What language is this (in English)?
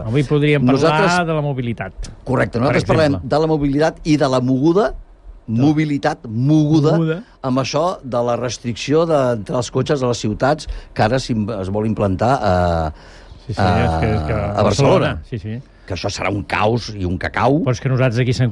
Catalan